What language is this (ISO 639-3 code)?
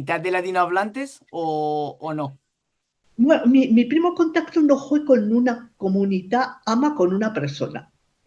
lad